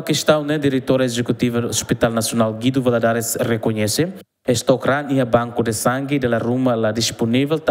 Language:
Tetum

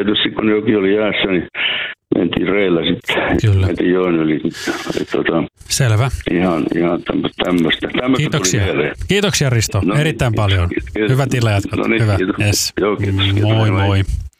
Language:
Finnish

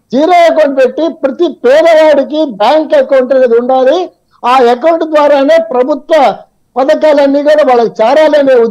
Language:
Telugu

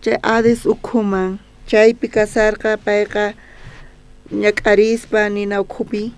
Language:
South Bolivian Quechua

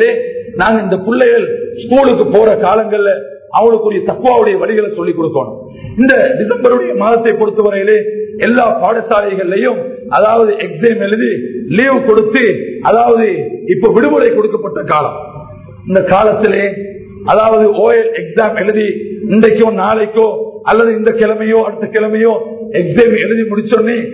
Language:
Tamil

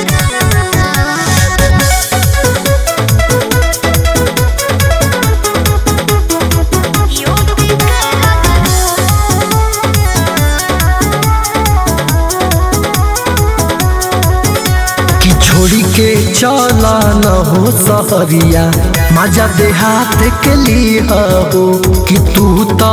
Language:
Bhojpuri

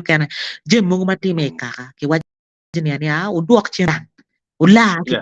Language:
Acoli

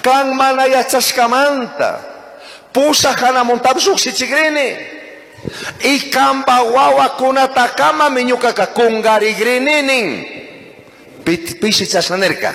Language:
Chimborazo Highland Quichua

